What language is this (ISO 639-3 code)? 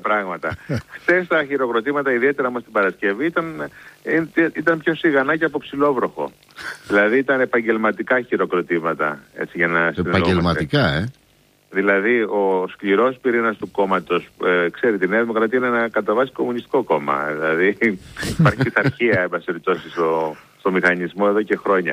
ell